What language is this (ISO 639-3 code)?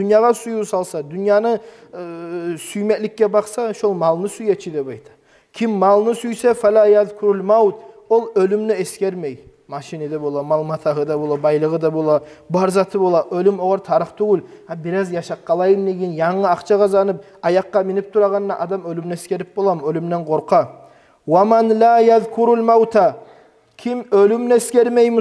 kum